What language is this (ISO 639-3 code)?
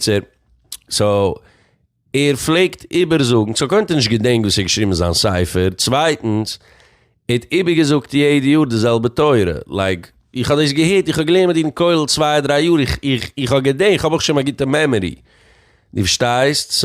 yid